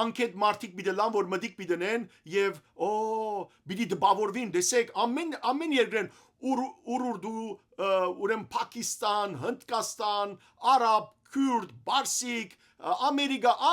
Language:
Western Armenian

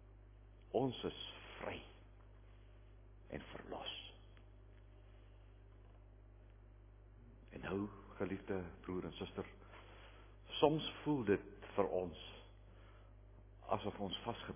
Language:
Afrikaans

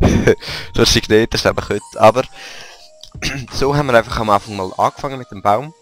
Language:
Swiss German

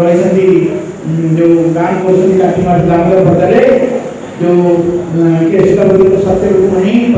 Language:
Odia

